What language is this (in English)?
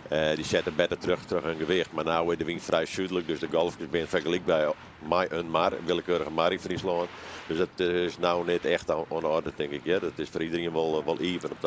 Western Frisian